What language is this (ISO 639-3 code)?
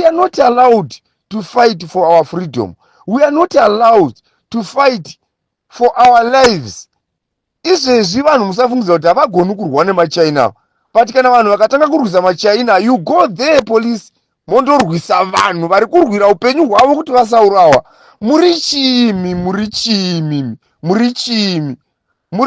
sna